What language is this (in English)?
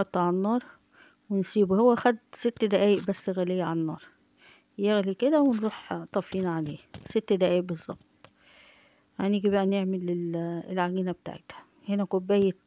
Egyptian Arabic